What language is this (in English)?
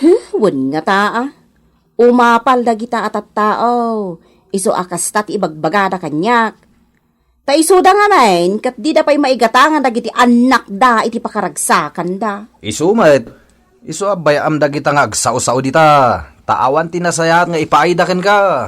Iloko